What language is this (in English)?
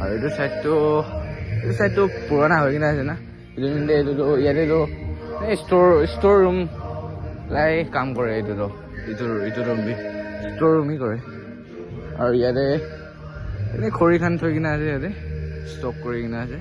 Naga Pidgin